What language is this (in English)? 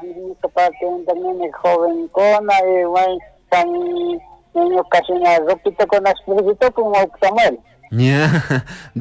Chimborazo Highland Quichua